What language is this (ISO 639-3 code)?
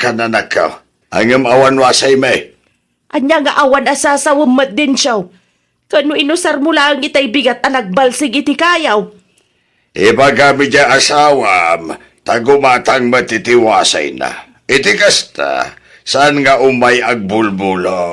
ilo